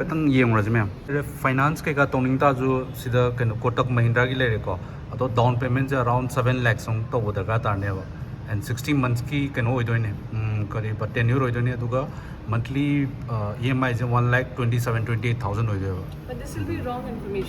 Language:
Manipuri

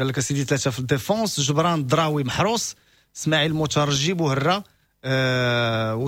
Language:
Moroccan Arabic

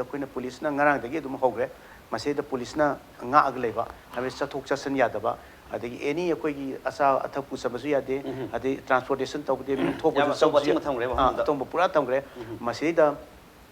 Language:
Manipuri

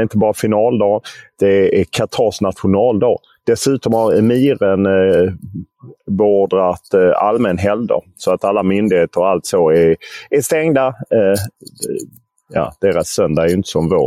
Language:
Swedish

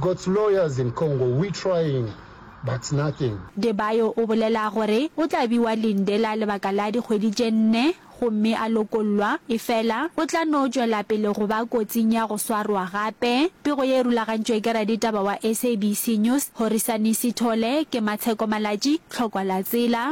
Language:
Northern Sotho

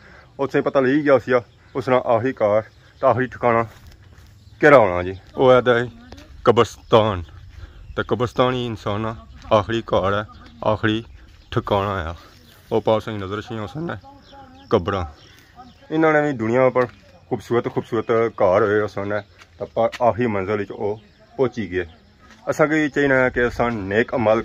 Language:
Pahari-Potwari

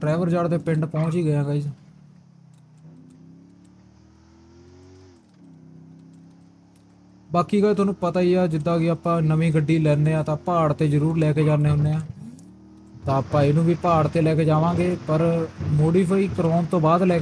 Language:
Punjabi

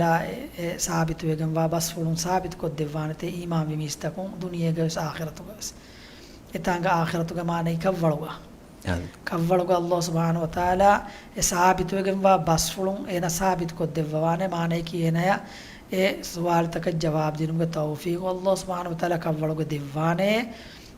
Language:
Divehi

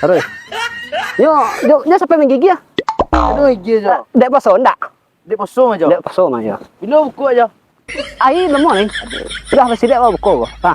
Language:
Minangkabau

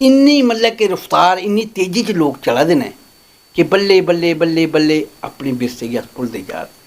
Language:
Dogri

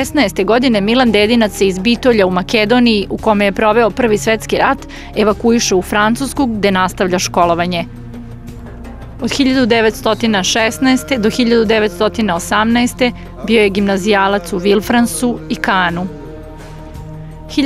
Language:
Serbian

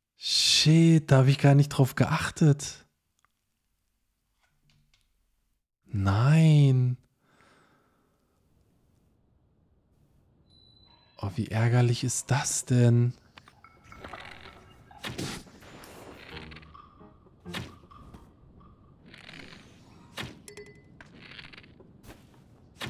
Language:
German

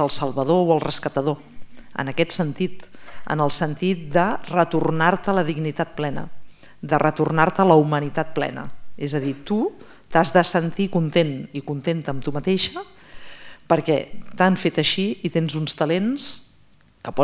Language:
Catalan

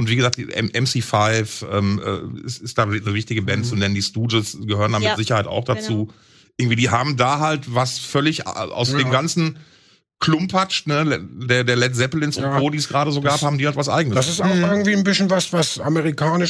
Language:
German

